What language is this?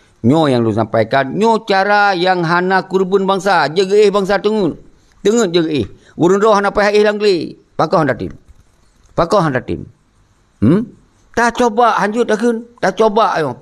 Achinese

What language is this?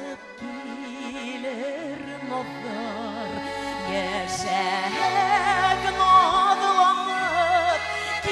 Tatar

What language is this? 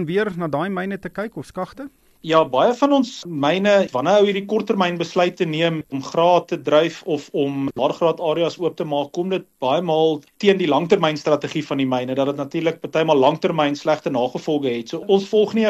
Afrikaans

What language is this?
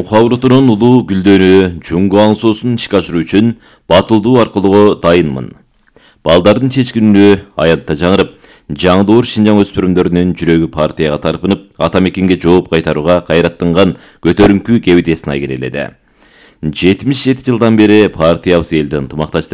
Kyrgyz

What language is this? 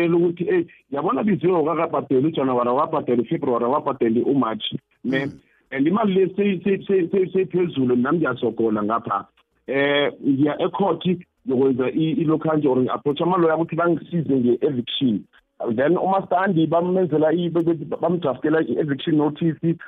South Ndebele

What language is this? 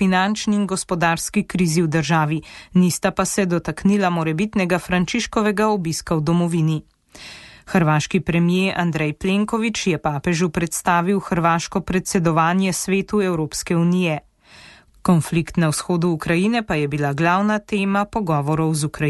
Slovenian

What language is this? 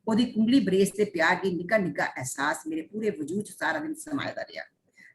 Dogri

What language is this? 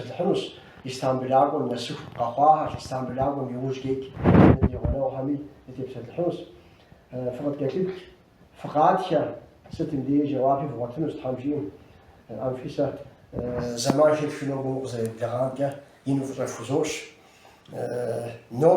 Kabardian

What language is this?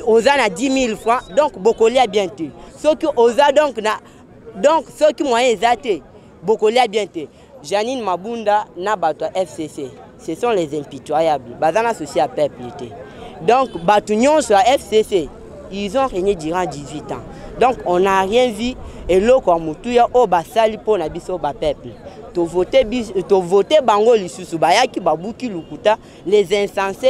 Lingala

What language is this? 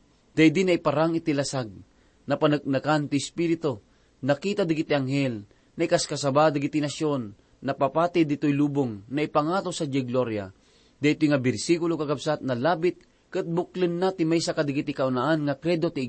Iloko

